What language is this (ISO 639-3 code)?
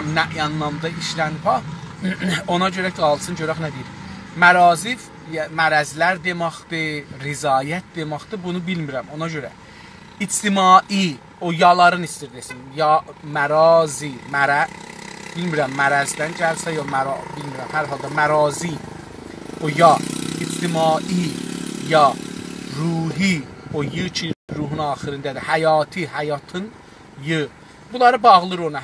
azb